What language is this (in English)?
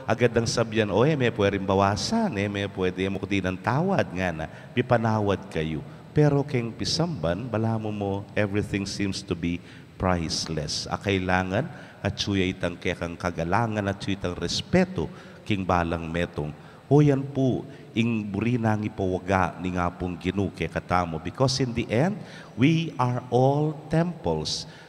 Pampanga